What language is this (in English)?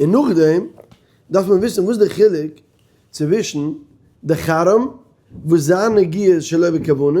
Yiddish